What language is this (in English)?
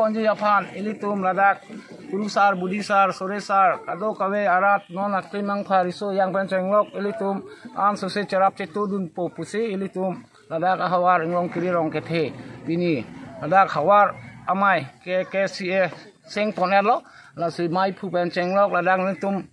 Karbi